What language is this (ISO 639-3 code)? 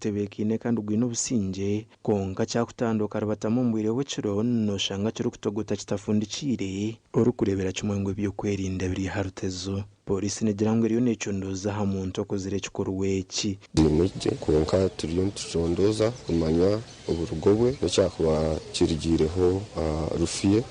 nyn